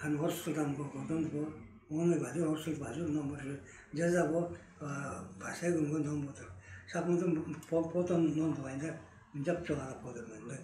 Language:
Tuvinian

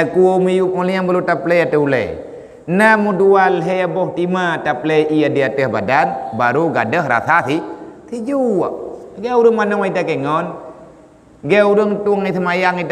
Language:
Achinese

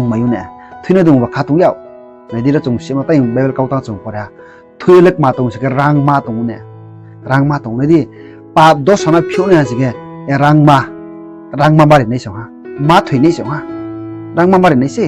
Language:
Riang (India)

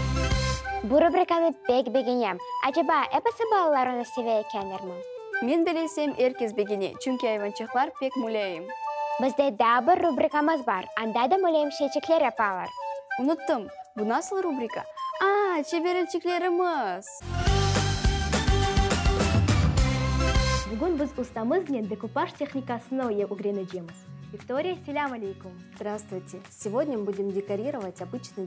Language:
Crimean Tatar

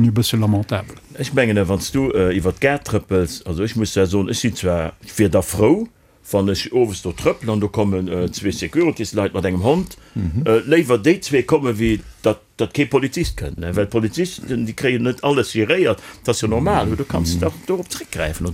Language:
Luxembourgish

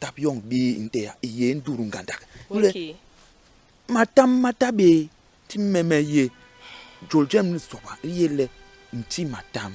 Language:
Basaa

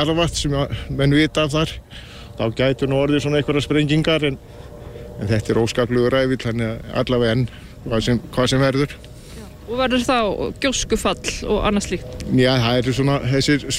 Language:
Icelandic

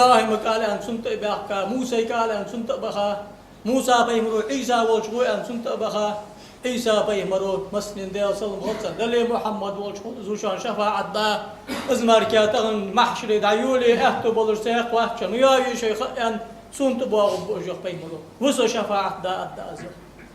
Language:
Ingush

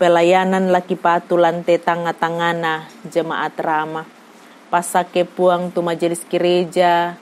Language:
Toraja-Sa'dan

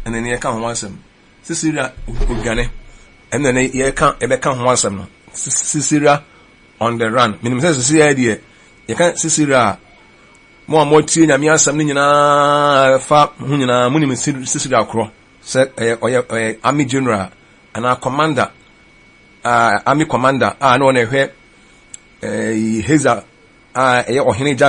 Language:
Akan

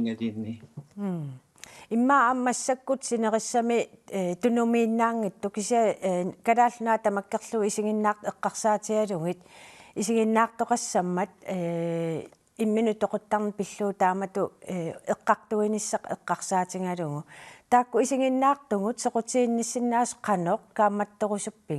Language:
Kalaallisut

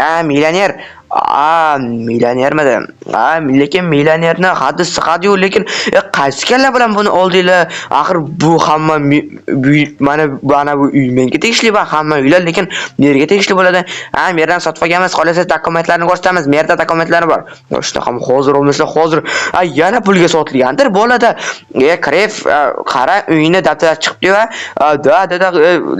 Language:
Uzbek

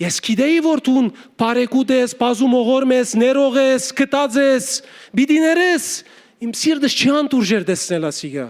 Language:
Western Armenian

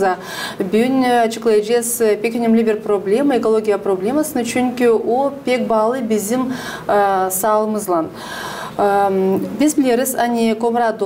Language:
Gagauz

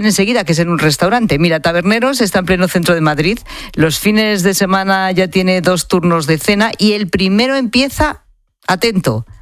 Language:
Spanish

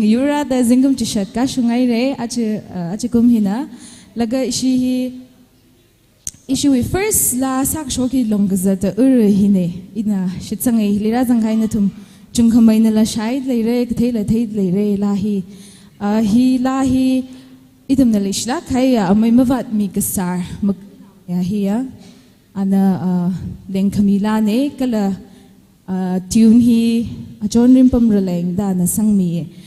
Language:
Tangkhul Naga (India)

